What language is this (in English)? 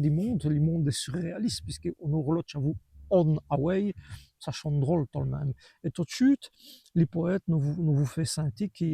Walloon